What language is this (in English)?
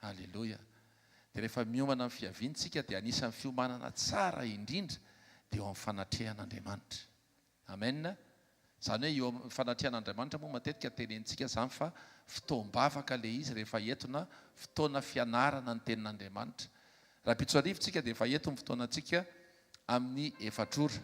Malagasy